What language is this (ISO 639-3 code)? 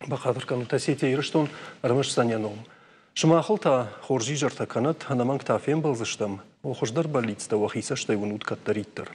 oss